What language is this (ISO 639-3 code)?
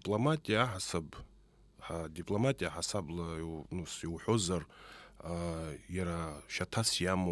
abk